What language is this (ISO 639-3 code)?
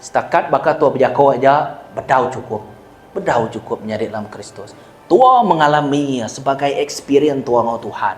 iba